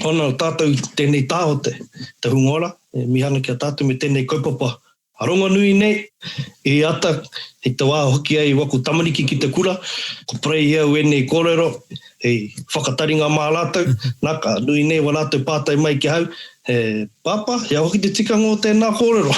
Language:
Māori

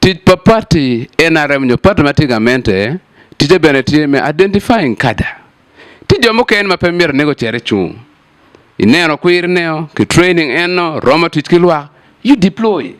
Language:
Acoli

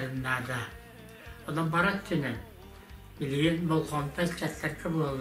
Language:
Yakut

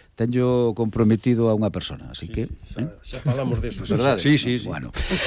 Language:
Galician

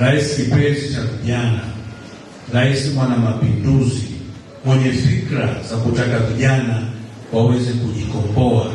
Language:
Swahili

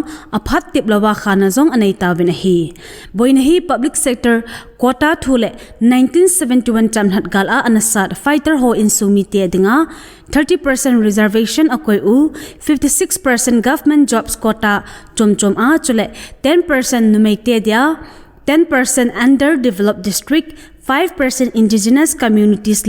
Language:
Thado Chin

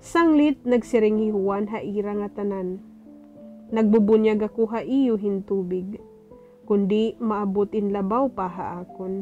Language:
Waray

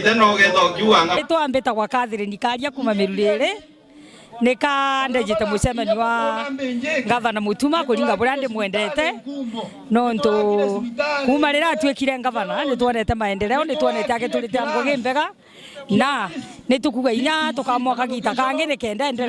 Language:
Meru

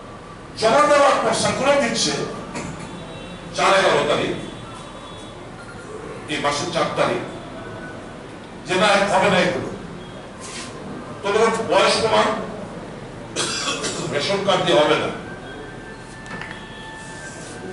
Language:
Bangla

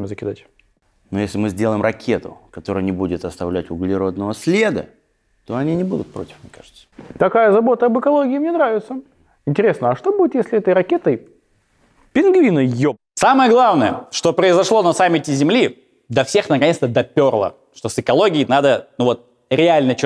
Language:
Russian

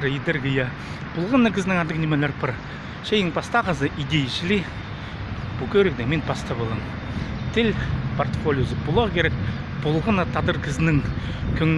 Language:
Khakas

